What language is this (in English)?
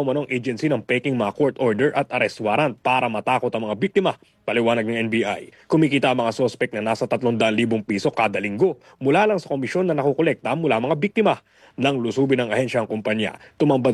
Filipino